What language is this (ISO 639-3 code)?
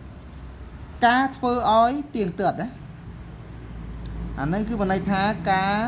khm